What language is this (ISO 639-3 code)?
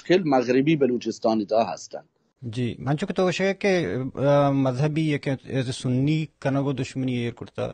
bal